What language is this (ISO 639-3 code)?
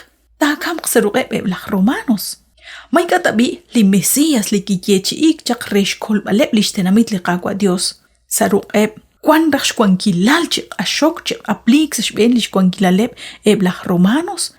kek